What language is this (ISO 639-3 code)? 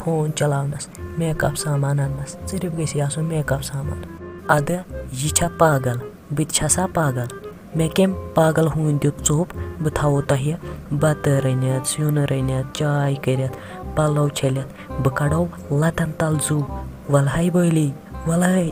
kas